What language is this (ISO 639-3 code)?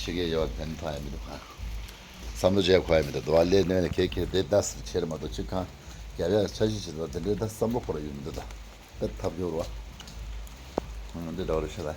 bod